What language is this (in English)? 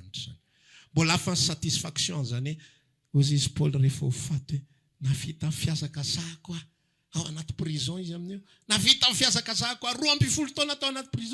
Malagasy